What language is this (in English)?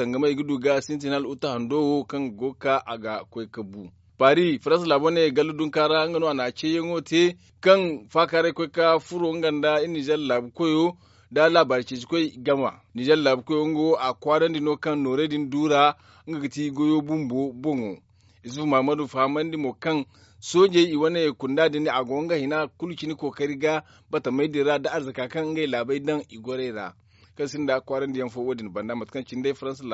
Zarma